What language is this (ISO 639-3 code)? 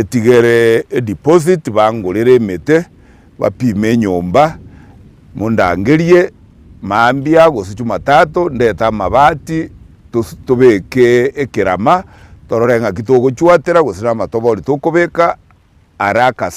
guz